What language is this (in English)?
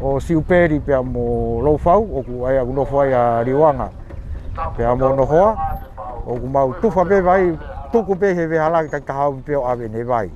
Tongan